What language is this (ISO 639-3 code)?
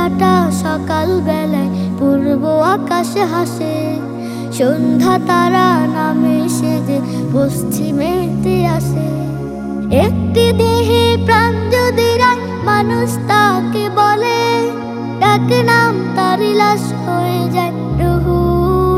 ben